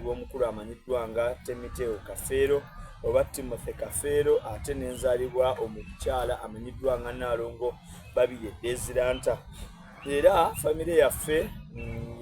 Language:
Soga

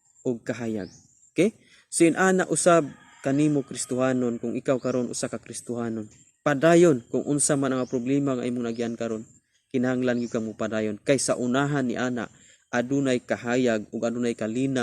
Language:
Cebuano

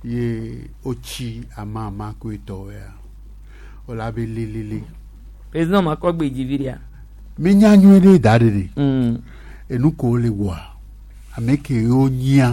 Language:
Gen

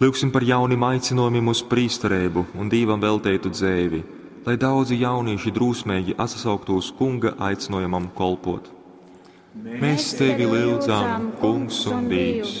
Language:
Latgalian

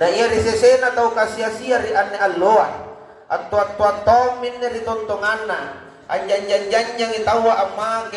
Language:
Makasar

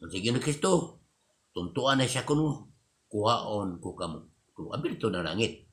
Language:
Cebuano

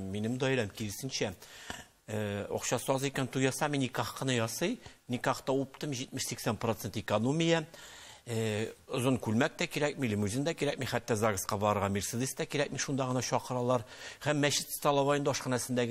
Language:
Tatar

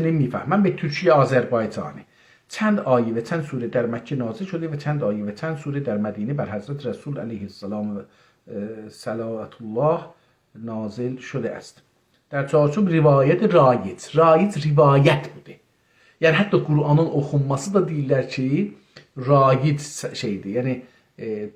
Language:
South Azerbaijani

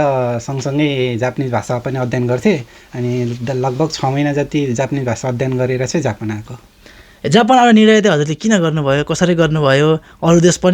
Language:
Nepali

